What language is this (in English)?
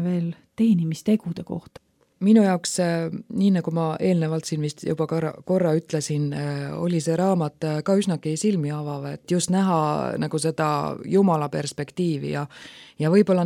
Estonian